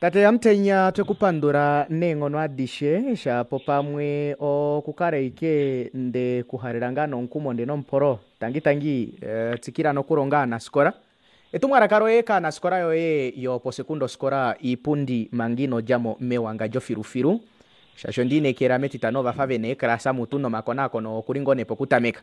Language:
Kuanyama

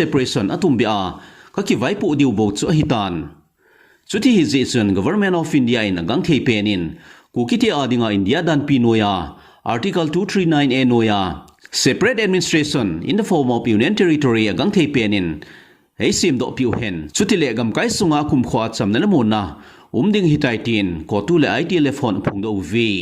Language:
Thado Chin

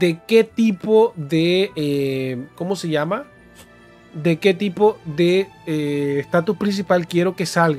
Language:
Spanish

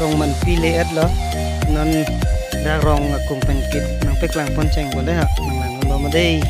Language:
Karbi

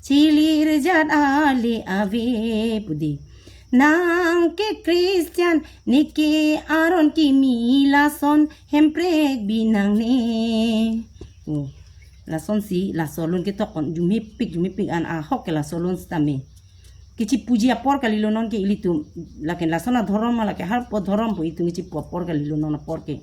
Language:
Karbi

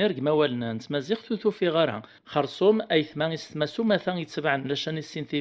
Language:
Kabyle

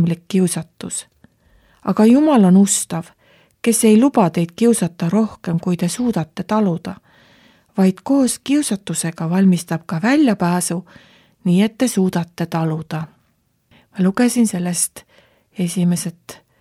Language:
Estonian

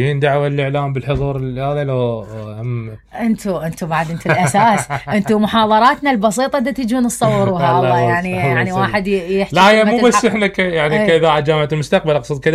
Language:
Mesopotamian Arabic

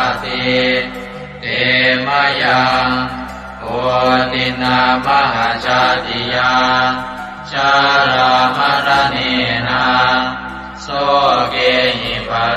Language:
Pali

